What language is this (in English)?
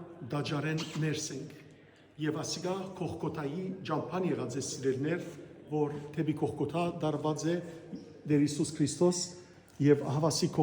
Western Armenian